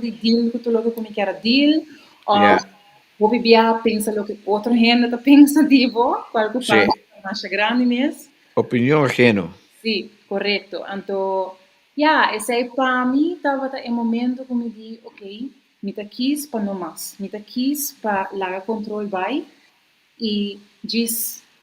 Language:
Papiamento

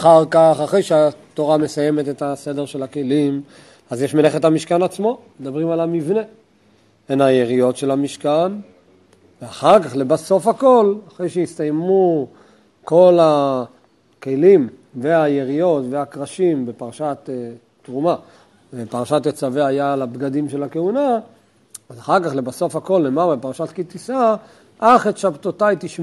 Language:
Hebrew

